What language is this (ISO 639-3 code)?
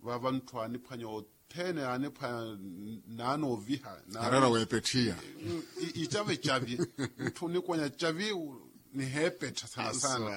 vmw